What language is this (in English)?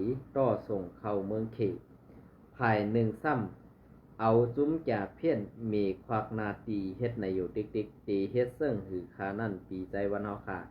Shan